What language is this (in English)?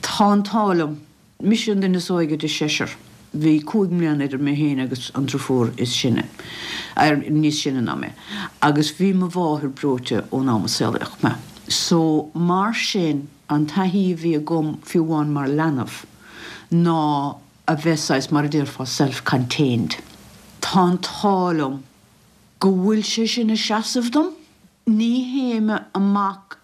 Irish